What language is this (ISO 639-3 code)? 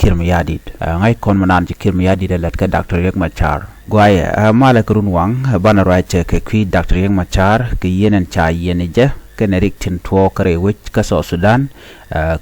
nus